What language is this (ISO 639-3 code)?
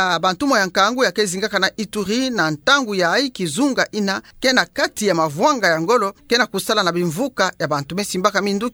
ktu